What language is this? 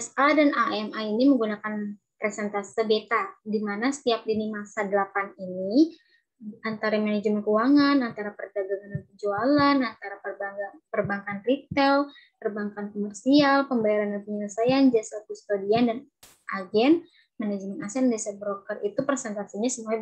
Indonesian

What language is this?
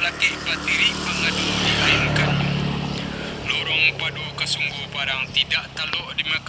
Minangkabau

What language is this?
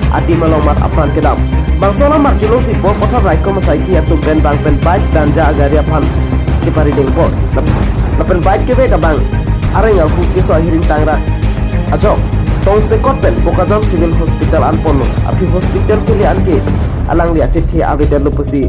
Karbi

